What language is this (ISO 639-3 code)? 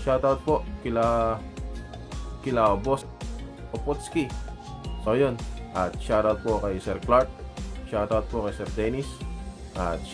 fil